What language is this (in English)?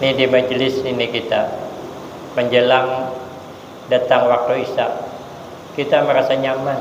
Banjar